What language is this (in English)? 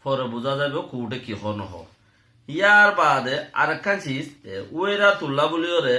Rohingya